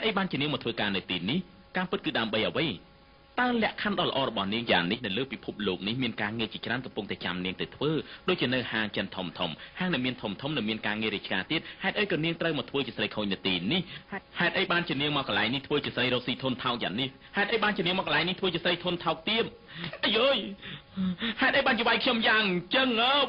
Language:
Khmer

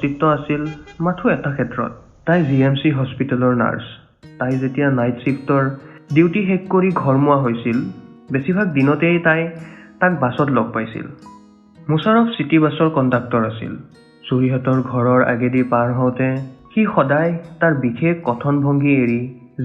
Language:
Assamese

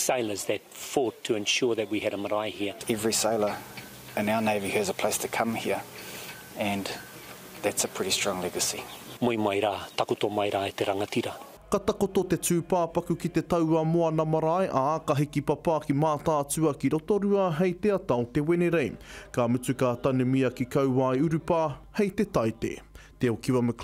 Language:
Māori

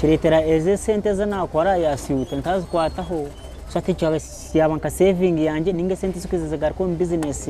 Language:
Nyankole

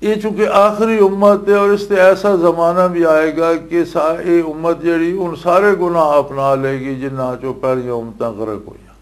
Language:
Western Panjabi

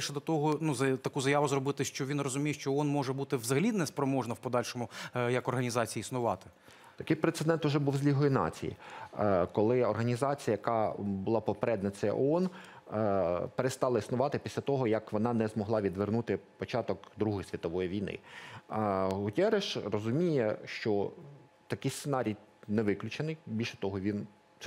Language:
Ukrainian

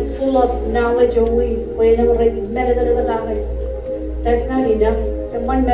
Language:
Marshallese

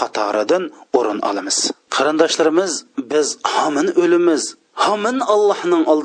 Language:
Uyghur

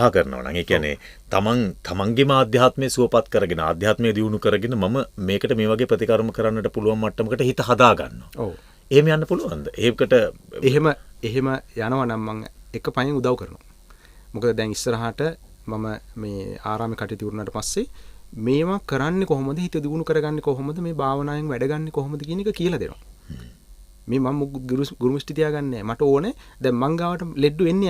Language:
Sinhala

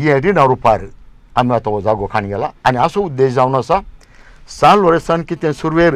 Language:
Konkani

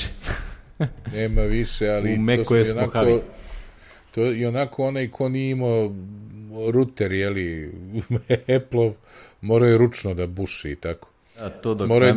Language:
Serbian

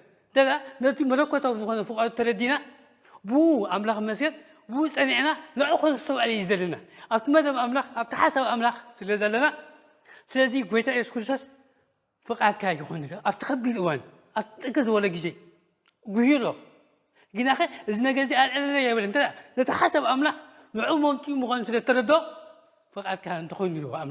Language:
Tigrinya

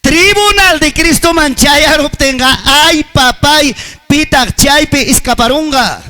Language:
Ayacucho Quechua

